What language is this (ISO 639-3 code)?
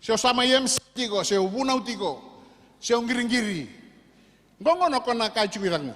fij